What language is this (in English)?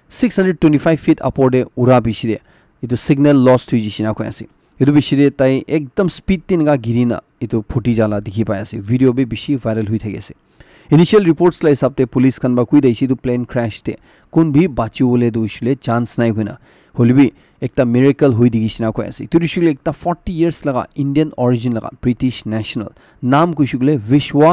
Naga Pidgin